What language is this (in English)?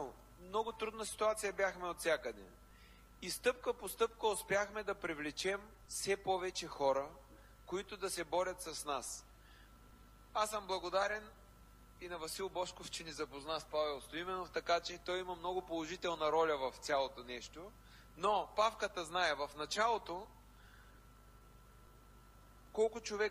Bulgarian